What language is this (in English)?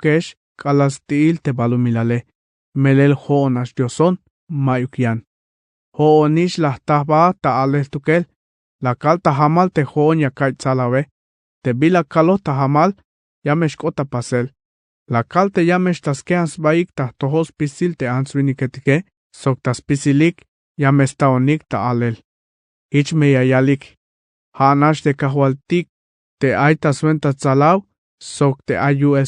Tzeltal